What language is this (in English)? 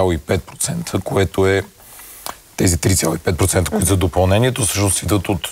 Bulgarian